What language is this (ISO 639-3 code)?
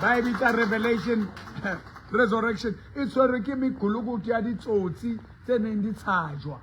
sot